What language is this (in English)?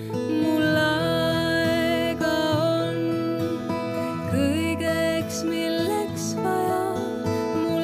Estonian